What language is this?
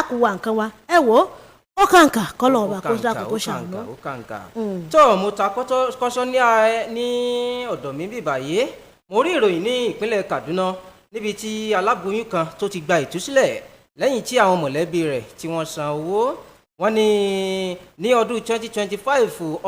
Yoruba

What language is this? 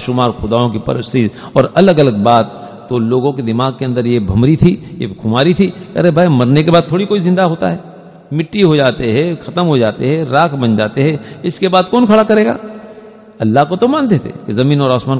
Urdu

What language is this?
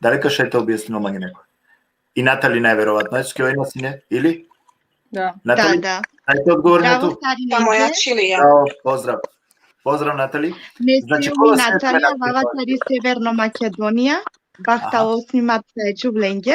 Balkan Romani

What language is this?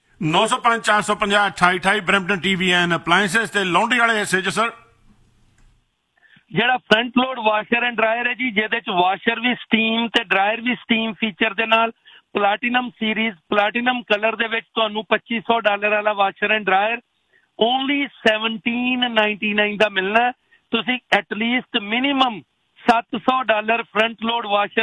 Punjabi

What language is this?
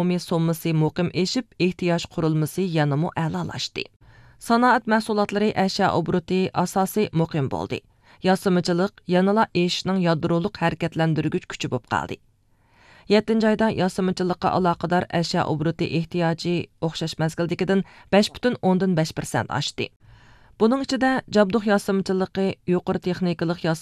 Uyghur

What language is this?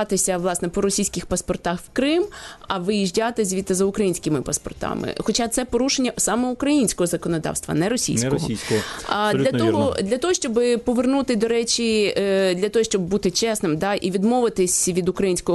Ukrainian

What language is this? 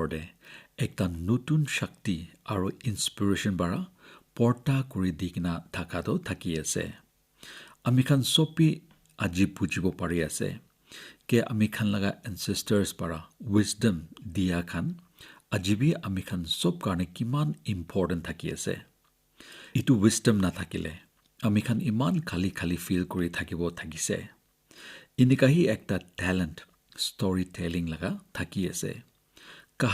Naga Pidgin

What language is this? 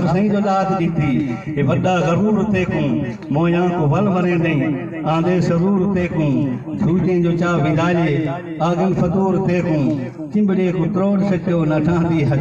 Saraiki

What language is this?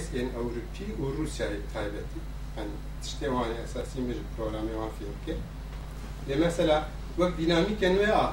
Kurdish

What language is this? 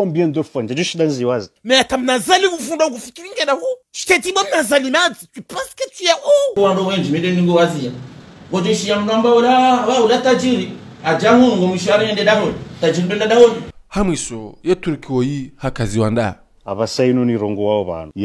Ngazidja Comorian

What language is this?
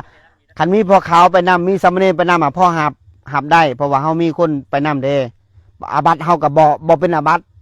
Northeastern Thai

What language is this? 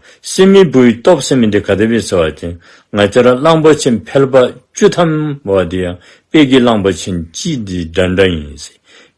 Dzongkha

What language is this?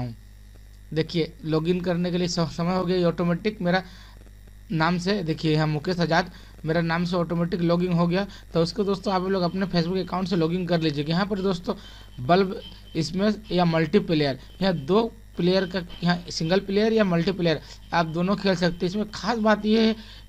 Hindi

